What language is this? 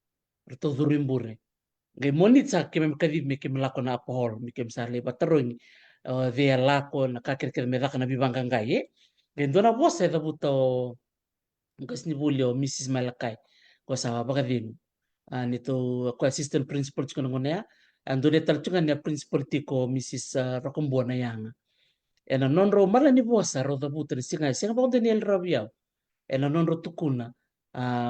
Fijian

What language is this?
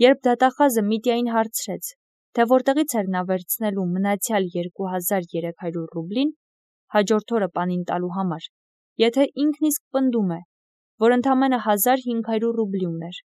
Armenian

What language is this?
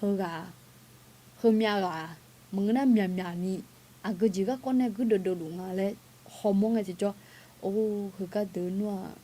Akha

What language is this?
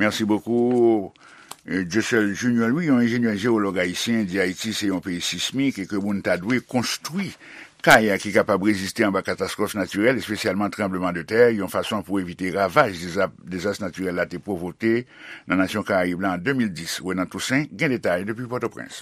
Haitian Creole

